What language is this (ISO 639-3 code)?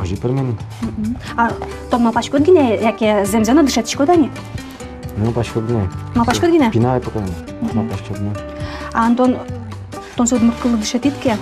udm